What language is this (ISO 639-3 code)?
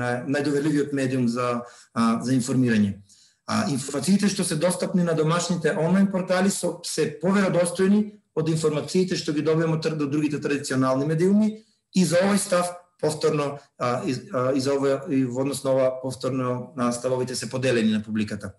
mkd